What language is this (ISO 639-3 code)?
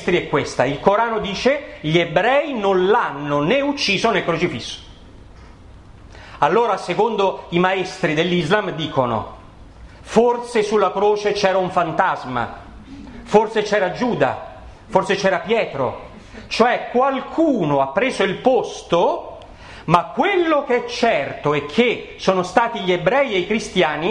ita